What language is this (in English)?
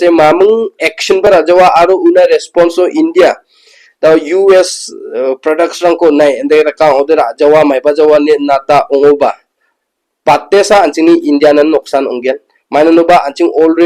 Garo